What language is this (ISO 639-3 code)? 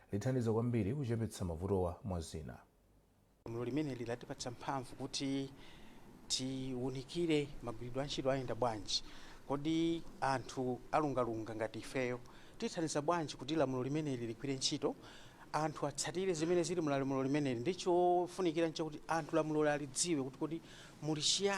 nya